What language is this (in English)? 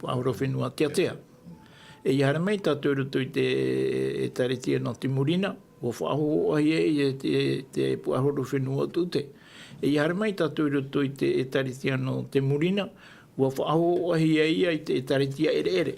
Tahitian